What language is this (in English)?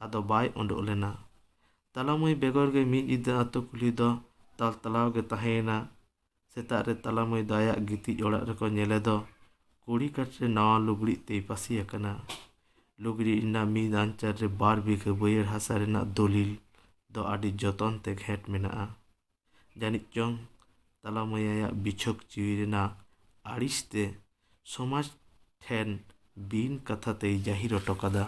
Santali